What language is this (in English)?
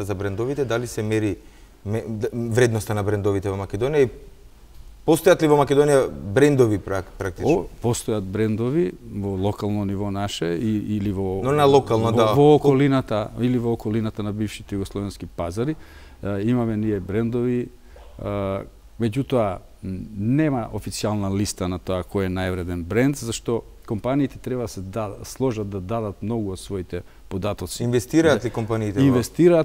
Macedonian